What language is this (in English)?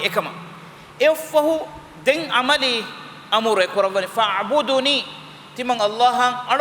Divehi